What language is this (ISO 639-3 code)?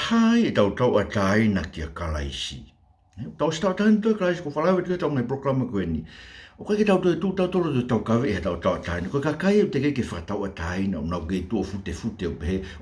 ton